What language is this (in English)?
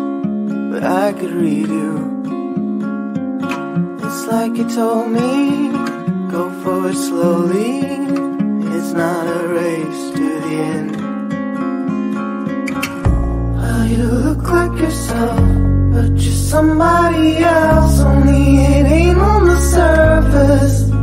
English